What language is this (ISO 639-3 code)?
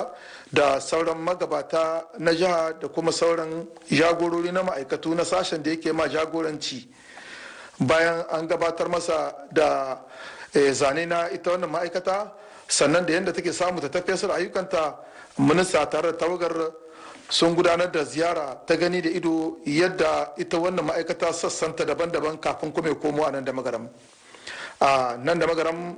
hau